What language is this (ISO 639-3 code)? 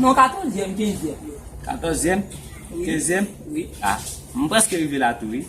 hat